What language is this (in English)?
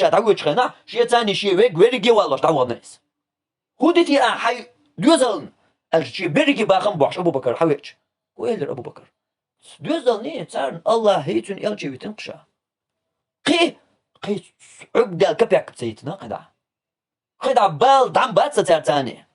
Chechen